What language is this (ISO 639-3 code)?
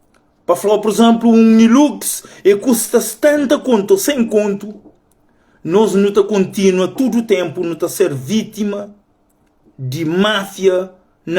kea